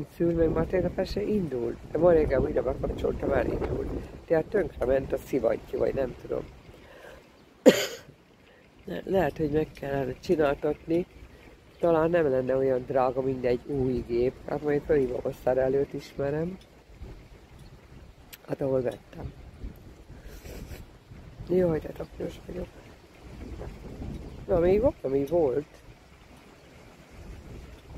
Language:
Hungarian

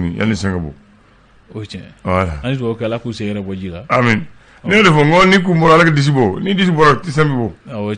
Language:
Bambara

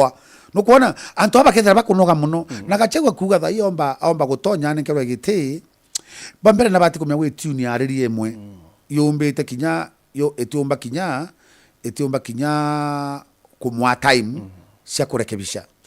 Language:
Meru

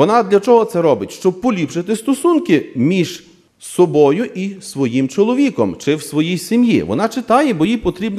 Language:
Ukrainian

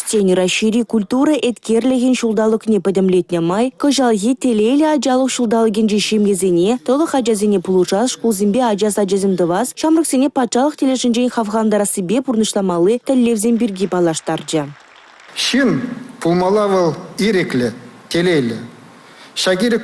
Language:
Chuvash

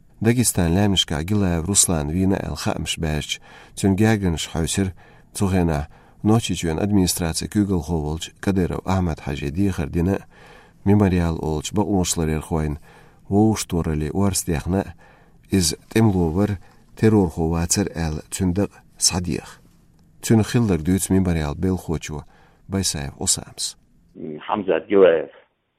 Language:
Chechen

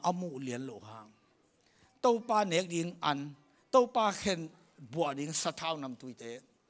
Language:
Tedim Chin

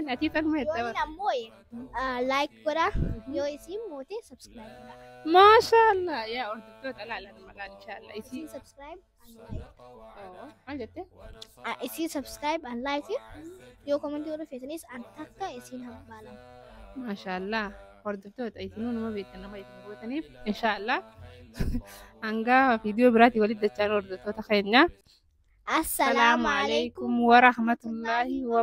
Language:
Oromo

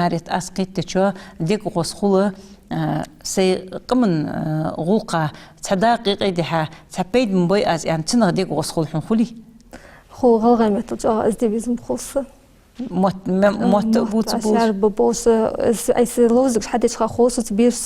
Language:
Ingush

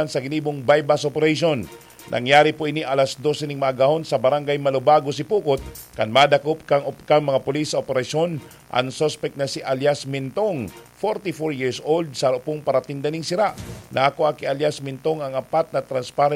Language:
Bikol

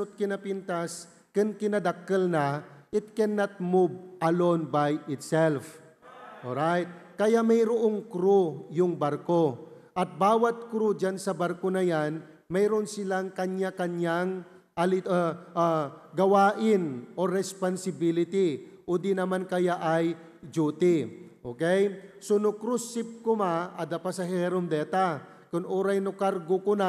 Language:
Iloko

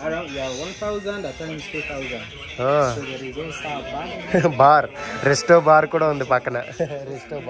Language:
Telugu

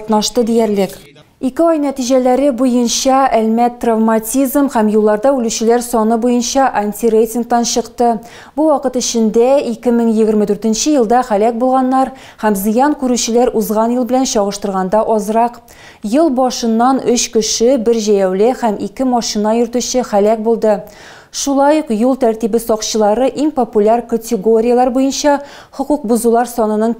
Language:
Tatar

